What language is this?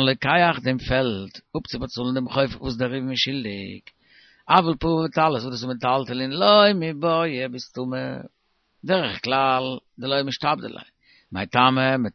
Yiddish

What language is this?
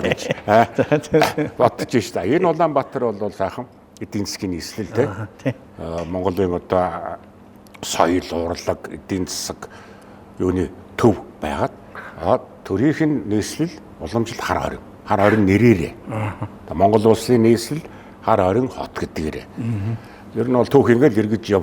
Mongolian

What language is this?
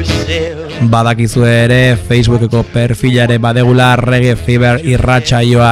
Basque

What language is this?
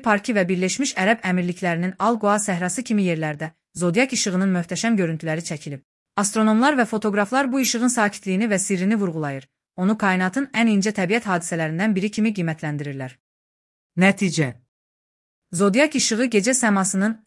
Azerbaijani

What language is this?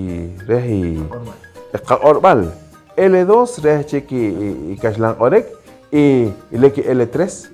Poqomchi'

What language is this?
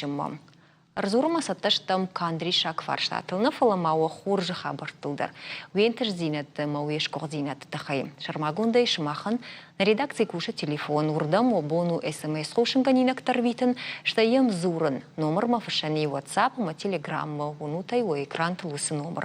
Ossetic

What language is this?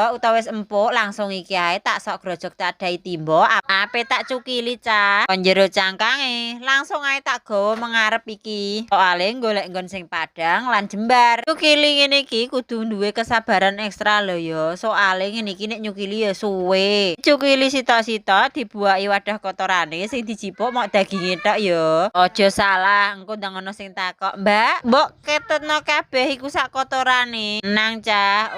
Javanese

